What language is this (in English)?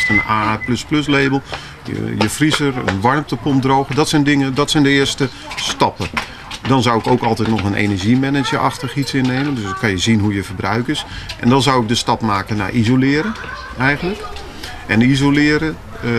Dutch